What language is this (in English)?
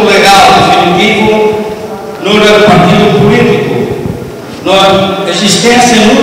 Tetum